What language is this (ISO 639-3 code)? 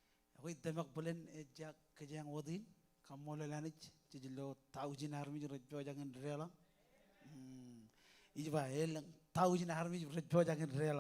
mah